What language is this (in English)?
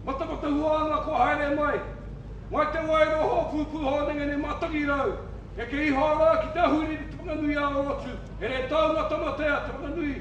Māori